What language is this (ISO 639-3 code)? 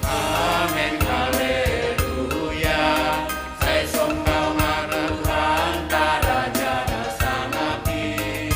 bts